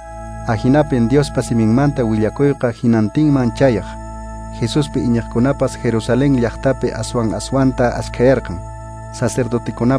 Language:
Quechua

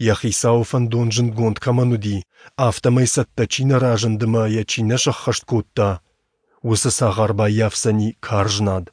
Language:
Ossetic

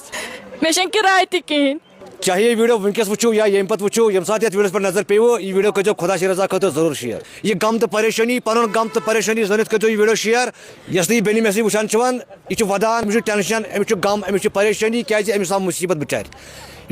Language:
Kashmiri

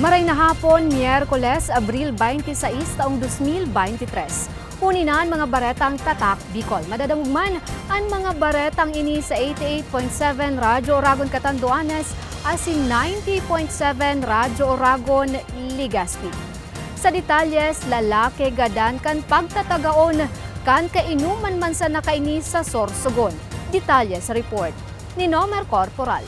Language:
Bikol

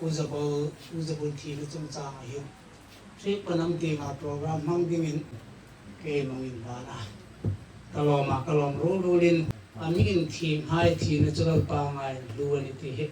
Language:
Hmar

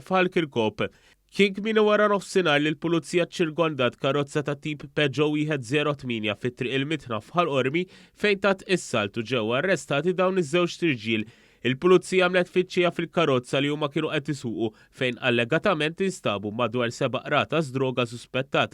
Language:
Maltese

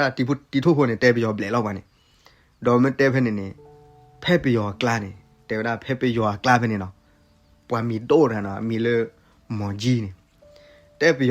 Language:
S'gaw Karen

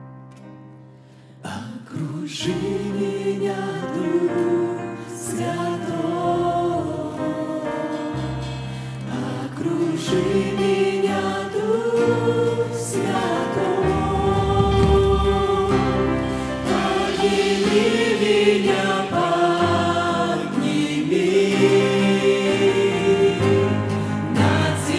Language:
Russian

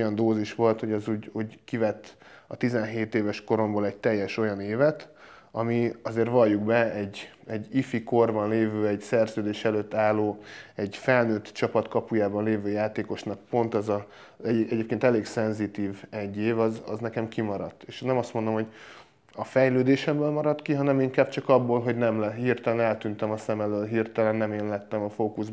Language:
Hungarian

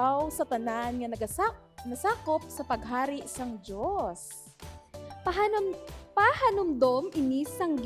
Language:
Hiligaynon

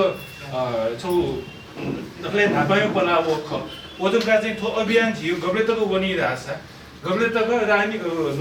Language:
Newari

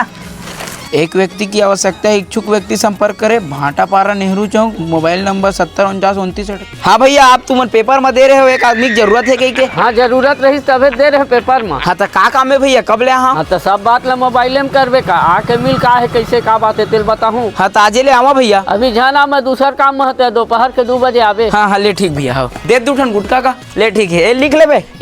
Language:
Chhattisgarhi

